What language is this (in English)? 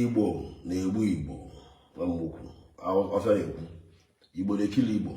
Igbo